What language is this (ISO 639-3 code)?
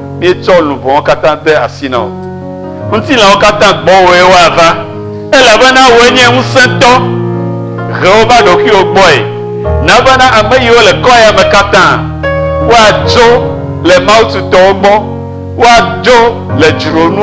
ewe